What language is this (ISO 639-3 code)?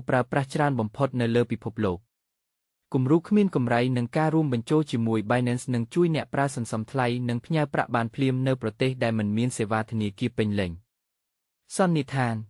khm